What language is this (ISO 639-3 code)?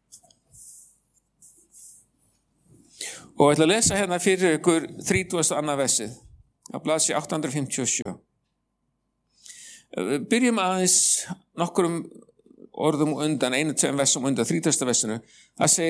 isl